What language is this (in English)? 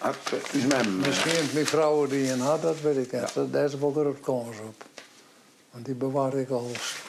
Western Frisian